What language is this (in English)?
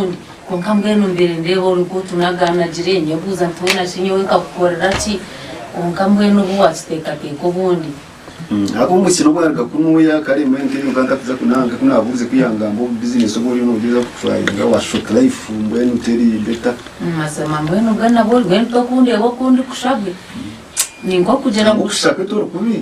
Nyankole